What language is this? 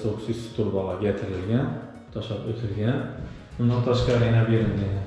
Uzbek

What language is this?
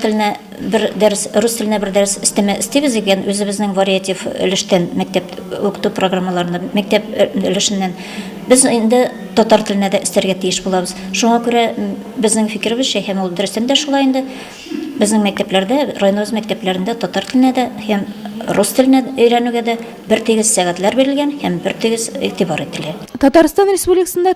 Tatar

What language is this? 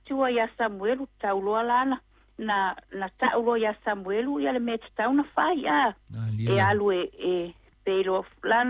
Samoan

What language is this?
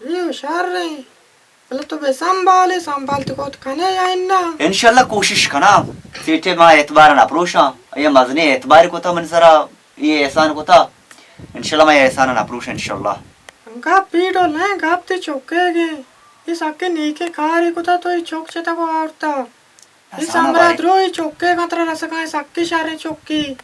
Baluchi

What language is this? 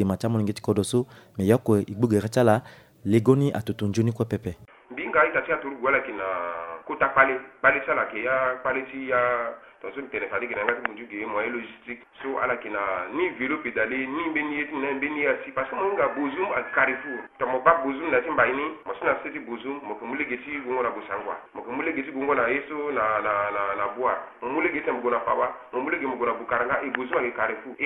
Sango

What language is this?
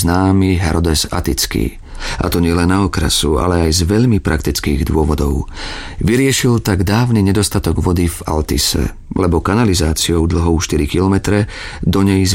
Slovak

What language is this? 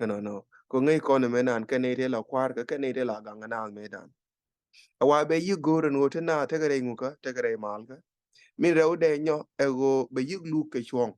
Nuer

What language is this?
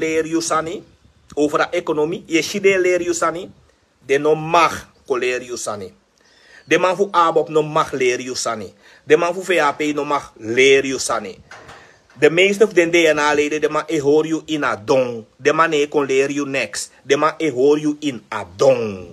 Sranan Tongo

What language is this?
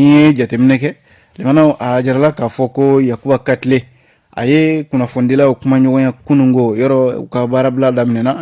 Bambara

